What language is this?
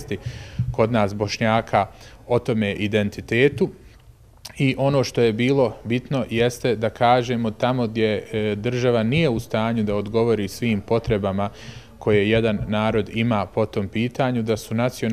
Bosnian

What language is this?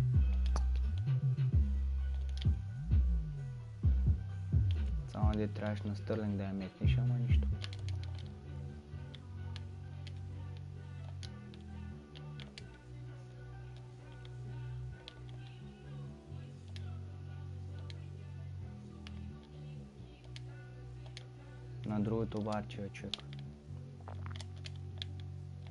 Bulgarian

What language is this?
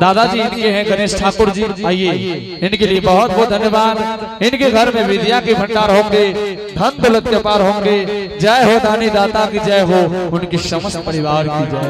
Angika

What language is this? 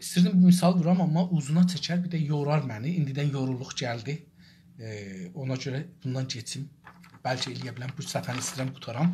South Azerbaijani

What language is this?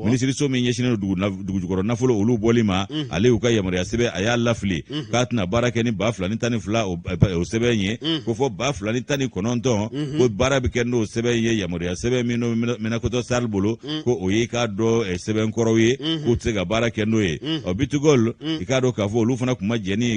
Bambara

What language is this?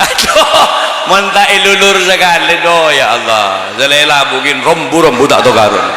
Madurese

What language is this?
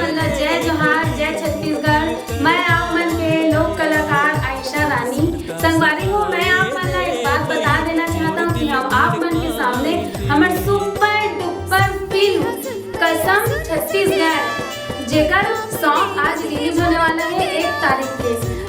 Chhattisgarhi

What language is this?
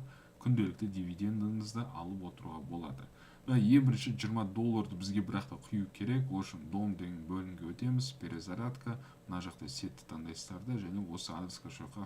Kazakh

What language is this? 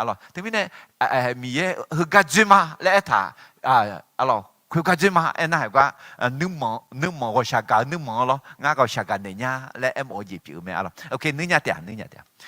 Akha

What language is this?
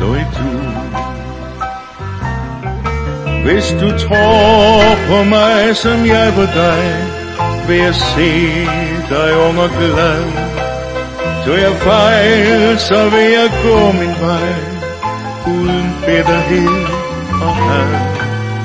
Danish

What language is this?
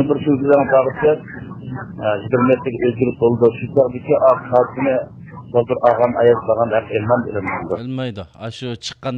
Uyghur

